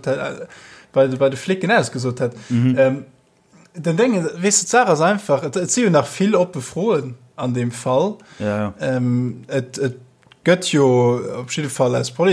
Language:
Luxembourgish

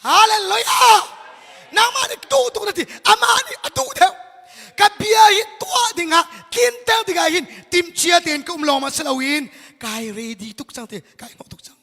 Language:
Hakha Chin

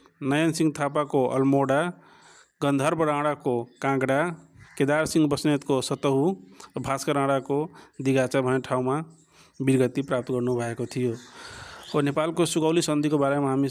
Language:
Nepali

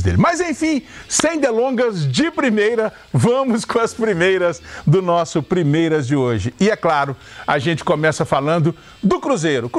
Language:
Portuguese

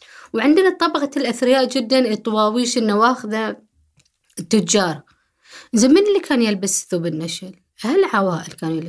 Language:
Gulf Arabic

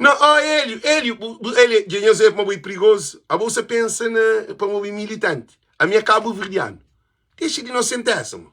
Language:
Kabuverdianu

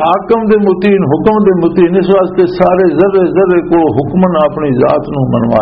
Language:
Western Panjabi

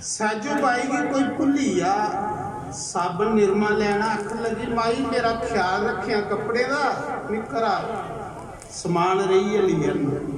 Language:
Dogri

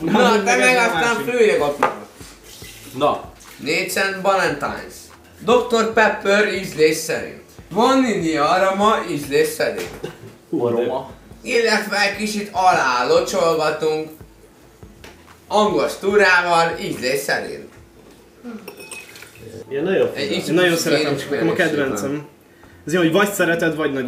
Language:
Hungarian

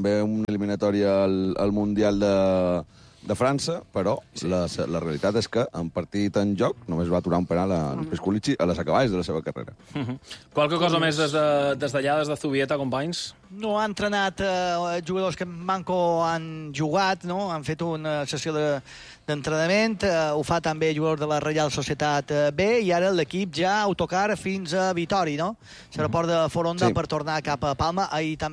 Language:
Catalan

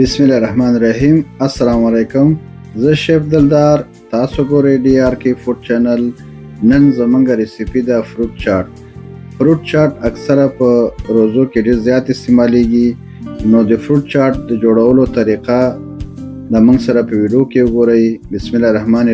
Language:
Pashto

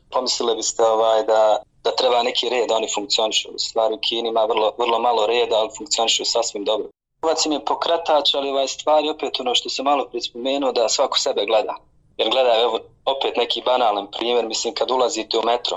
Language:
Bosnian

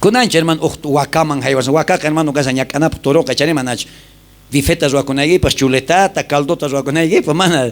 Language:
South Bolivian Quechua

